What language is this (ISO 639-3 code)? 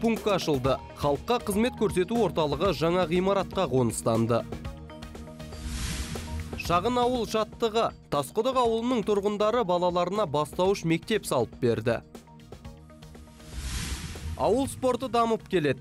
kaz